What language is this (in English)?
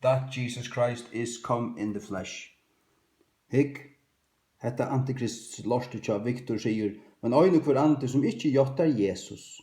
Faroese